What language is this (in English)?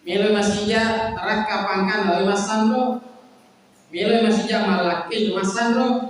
Buginese